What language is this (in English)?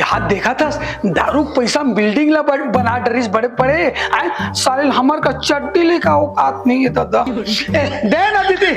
Chhattisgarhi